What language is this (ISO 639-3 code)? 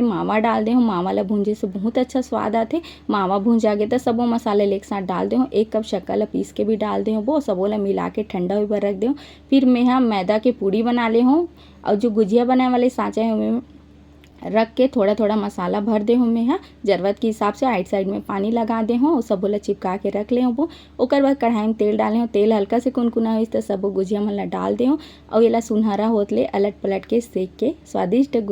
hne